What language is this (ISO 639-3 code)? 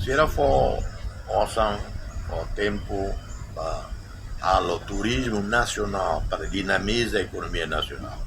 tet